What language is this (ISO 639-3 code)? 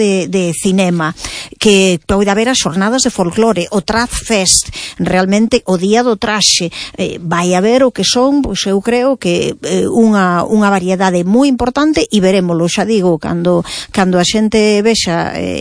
glg